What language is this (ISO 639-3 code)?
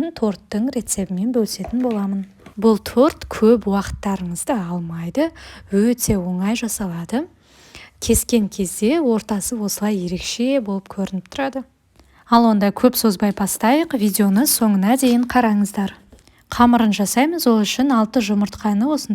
kaz